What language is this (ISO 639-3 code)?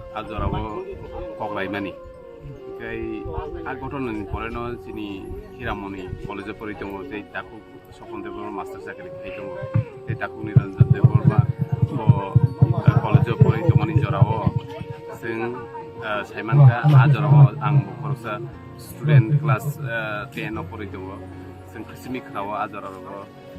trp